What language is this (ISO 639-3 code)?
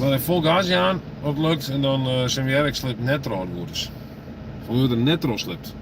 fry